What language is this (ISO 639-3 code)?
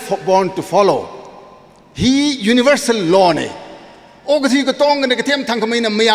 nmf